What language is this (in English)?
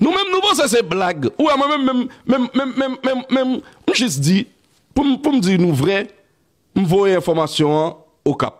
Haitian Creole